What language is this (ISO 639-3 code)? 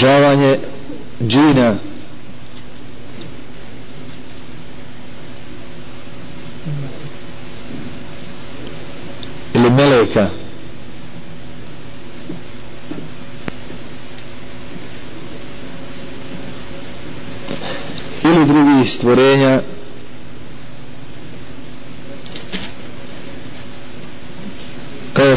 bos